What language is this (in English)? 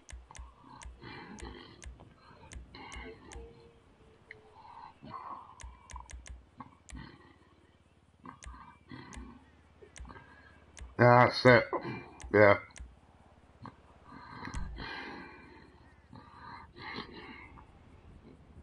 English